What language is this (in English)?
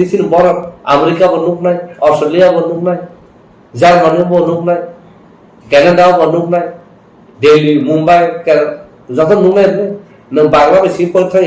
Kok Borok